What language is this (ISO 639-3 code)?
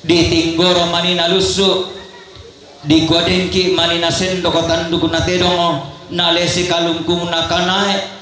sda